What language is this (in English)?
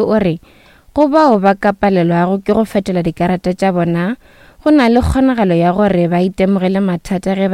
Northern Sotho